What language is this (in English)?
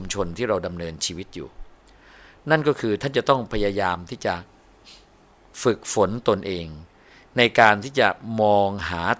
Thai